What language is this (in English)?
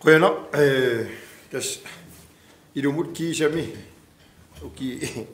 Kalaallisut